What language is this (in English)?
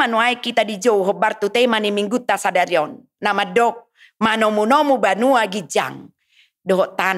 Batak Toba